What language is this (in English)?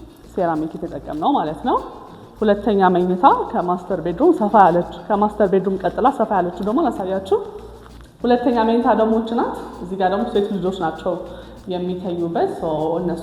Amharic